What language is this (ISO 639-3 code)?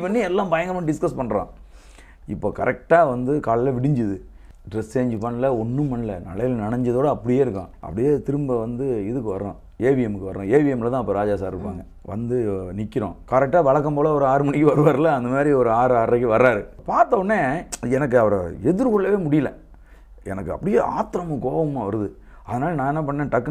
tam